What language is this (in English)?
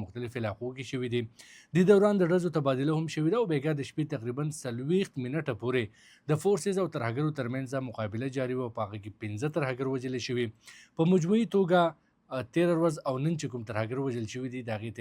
Pashto